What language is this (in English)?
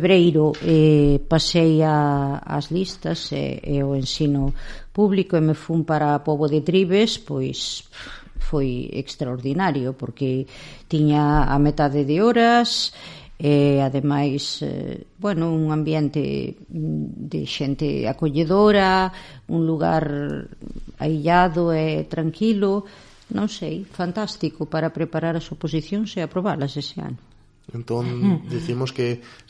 Galician